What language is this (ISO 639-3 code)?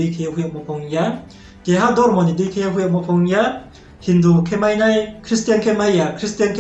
ria